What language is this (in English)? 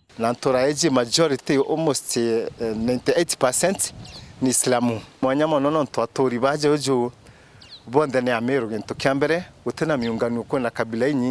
Meru